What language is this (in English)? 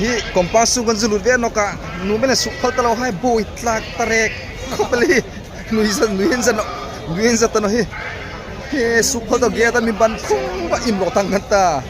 Hmar